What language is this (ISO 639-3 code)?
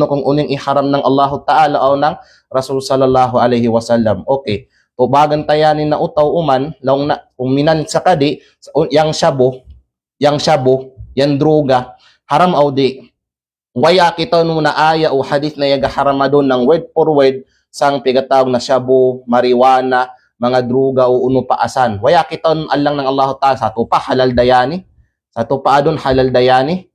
kqe